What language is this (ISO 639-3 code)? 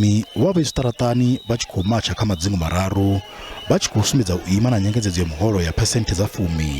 ven